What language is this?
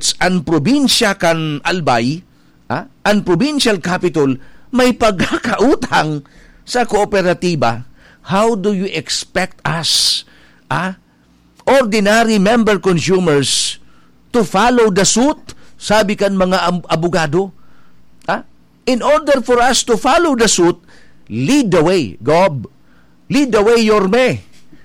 Bikol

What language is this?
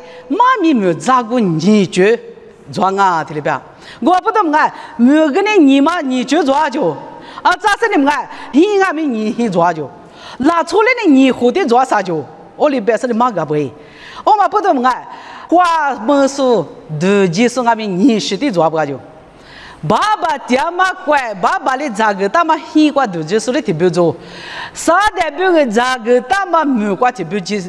Lisu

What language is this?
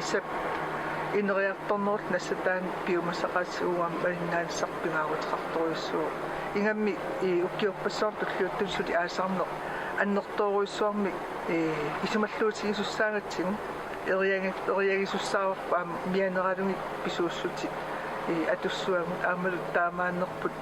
Kalaallisut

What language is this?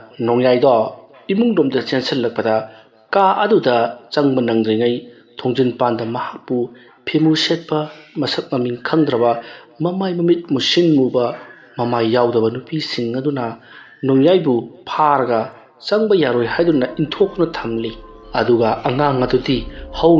Manipuri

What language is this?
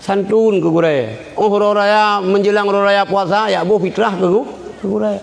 Achinese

